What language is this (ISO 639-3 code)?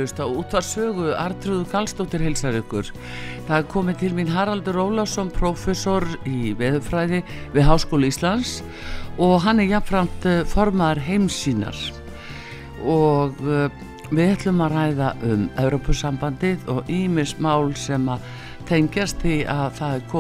isl